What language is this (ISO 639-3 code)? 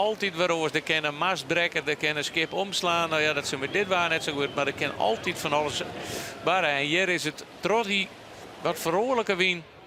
fry